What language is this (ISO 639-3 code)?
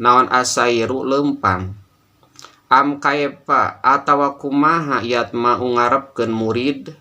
sun